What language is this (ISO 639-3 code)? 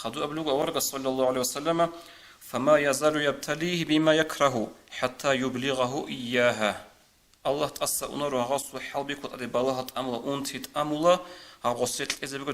ava